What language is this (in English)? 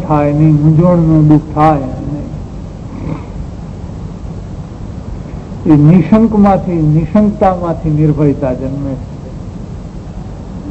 Gujarati